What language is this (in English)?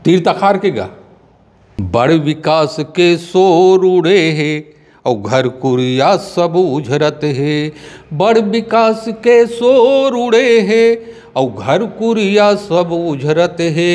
Chhattisgarhi